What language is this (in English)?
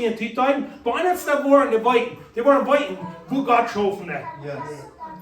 Plautdietsch